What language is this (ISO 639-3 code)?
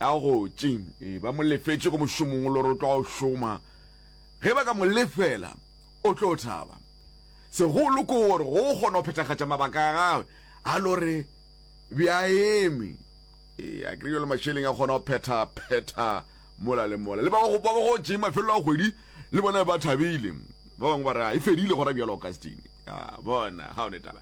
nso